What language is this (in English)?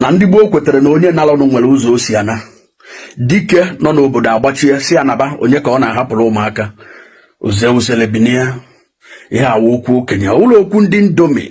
Igbo